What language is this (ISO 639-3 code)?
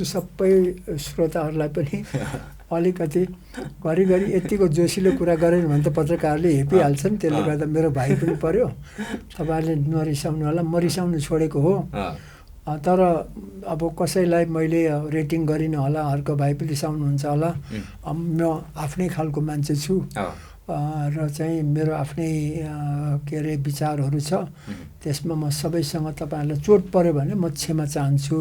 nep